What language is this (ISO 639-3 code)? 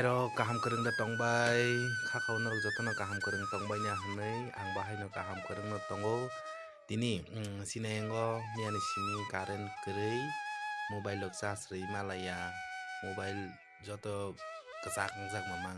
trp